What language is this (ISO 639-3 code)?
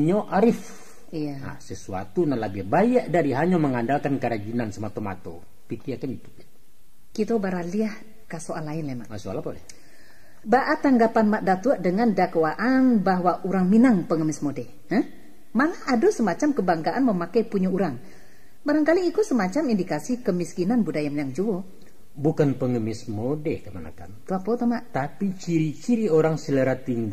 min